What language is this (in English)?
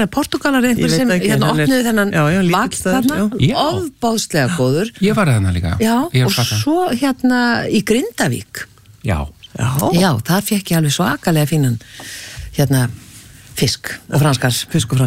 Icelandic